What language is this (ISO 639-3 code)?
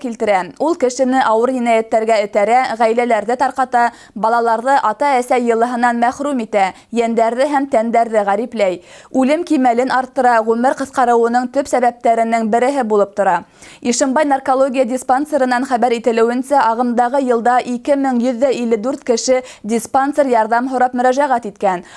bak